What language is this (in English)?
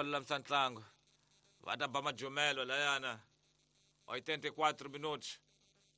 Tsonga